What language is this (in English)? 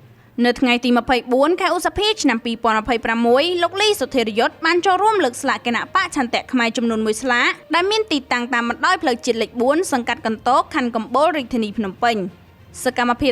Khmer